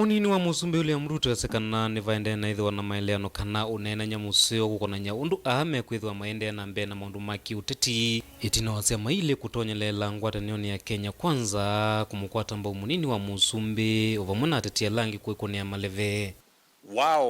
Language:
Kamba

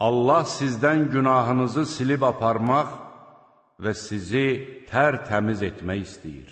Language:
Azerbaijani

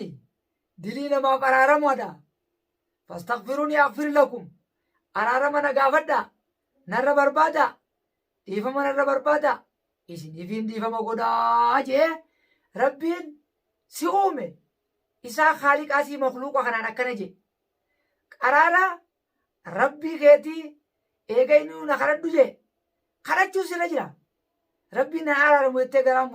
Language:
Oromo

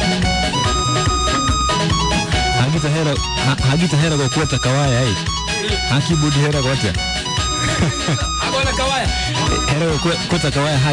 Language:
Kikuyu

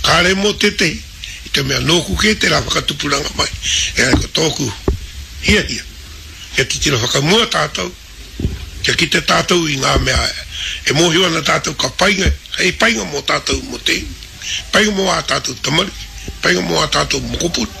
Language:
Māori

